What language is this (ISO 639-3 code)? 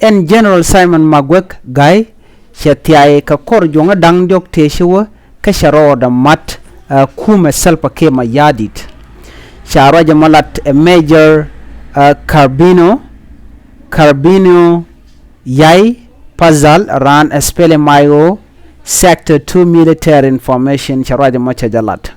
nus